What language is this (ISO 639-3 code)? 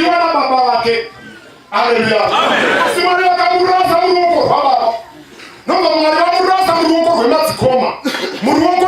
sna